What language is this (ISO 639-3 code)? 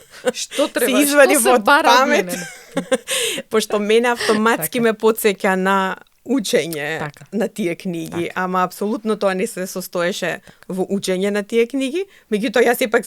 mkd